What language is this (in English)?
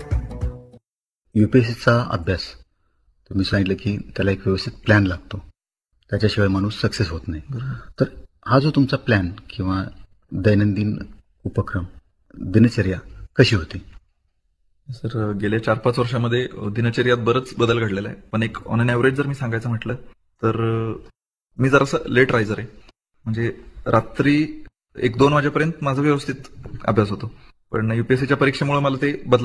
Marathi